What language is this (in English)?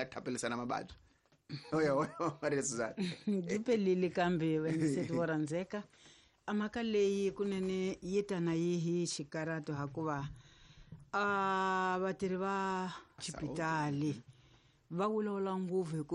Tsonga